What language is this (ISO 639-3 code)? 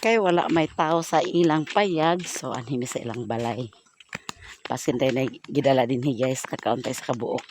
ceb